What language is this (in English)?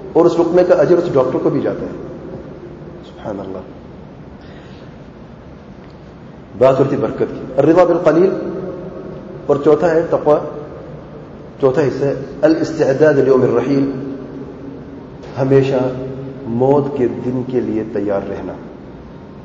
Urdu